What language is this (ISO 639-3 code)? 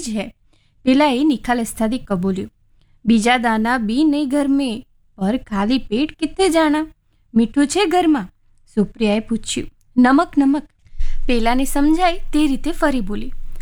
guj